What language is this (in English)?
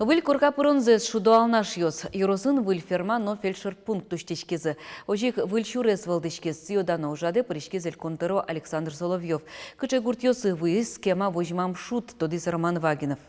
Udmurt